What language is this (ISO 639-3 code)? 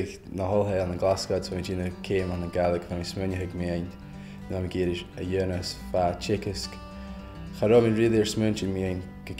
gla